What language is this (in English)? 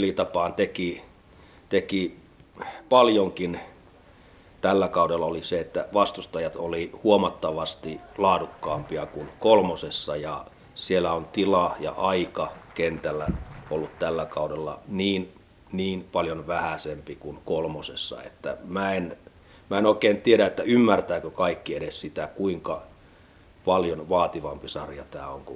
Finnish